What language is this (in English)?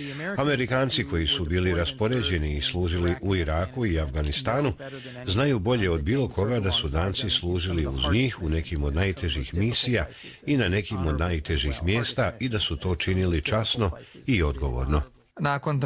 Croatian